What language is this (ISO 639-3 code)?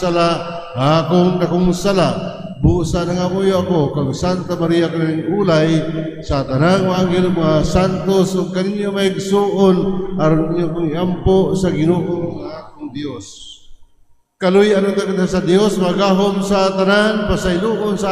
ceb